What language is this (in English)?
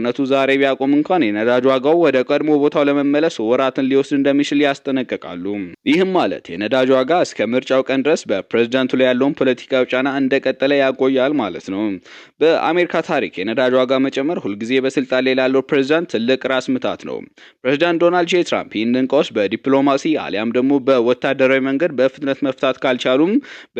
Amharic